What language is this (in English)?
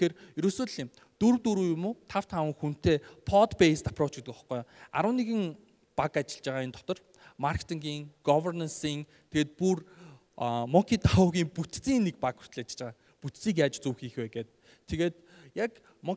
Mongolian